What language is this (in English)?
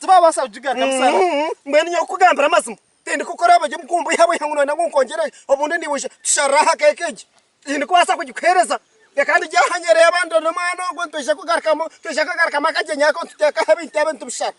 Nyankole